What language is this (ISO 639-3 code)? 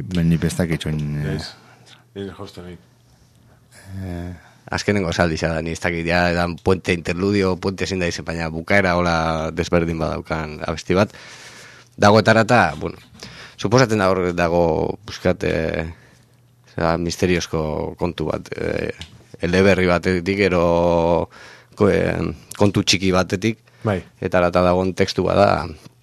eus